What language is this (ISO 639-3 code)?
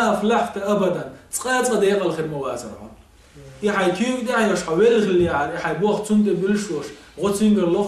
che